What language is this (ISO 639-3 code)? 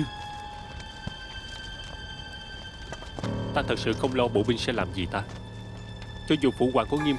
vie